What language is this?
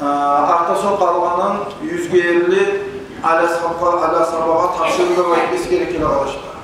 Kumyk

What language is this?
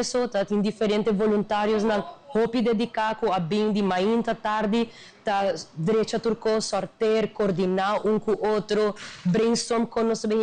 Papiamento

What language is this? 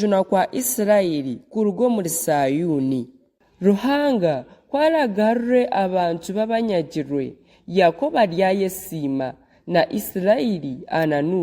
Nyankole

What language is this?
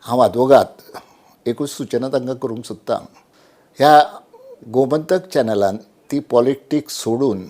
Konkani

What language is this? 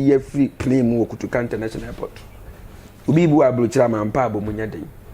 Akan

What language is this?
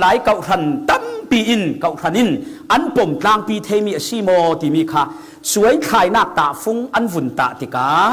Falam Chin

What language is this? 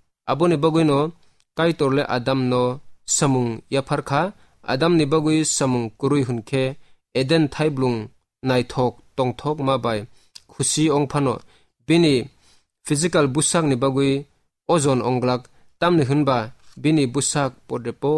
Kok Borok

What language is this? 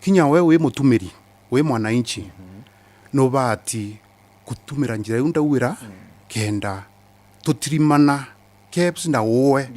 Meru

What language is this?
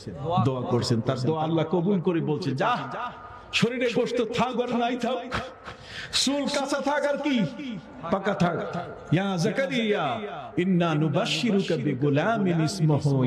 Bangla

